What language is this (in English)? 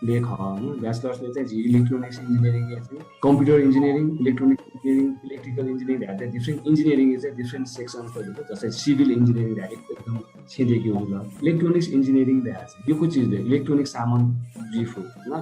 Newari